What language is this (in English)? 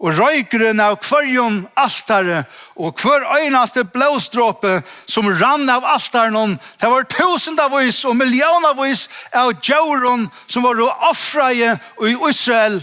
Faroese